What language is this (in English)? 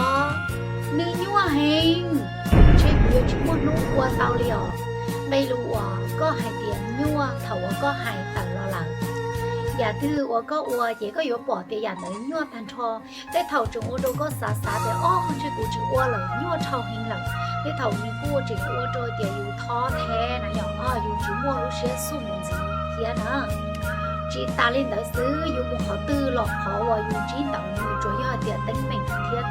Hmong